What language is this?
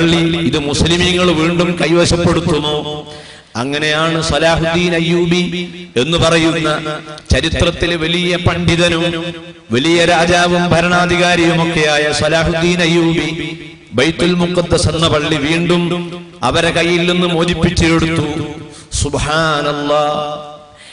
Malayalam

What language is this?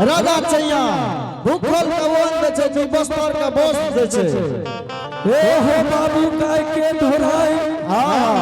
Angika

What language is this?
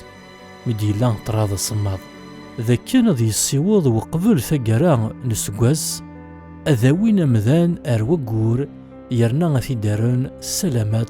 Kabyle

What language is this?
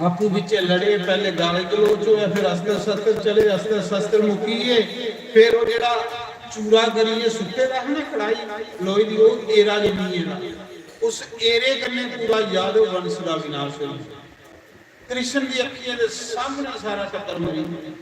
Dogri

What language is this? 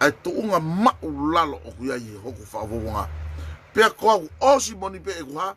Tongan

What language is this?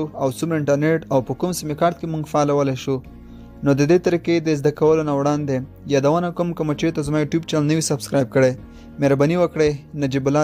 Pashto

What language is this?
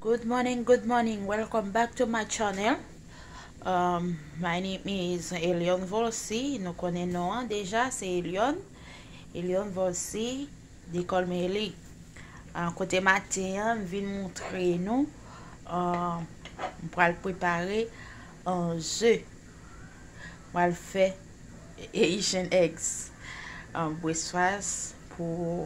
Haitian Creole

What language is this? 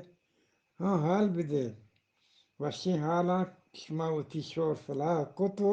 Eastern Balochi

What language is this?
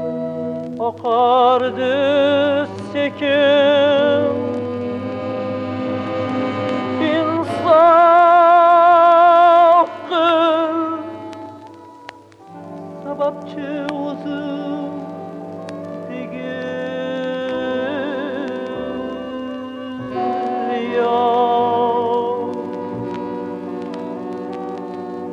Turkish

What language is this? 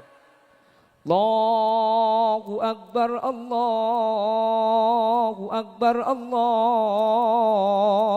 Madurese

